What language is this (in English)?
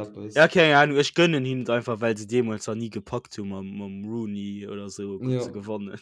Luxembourgish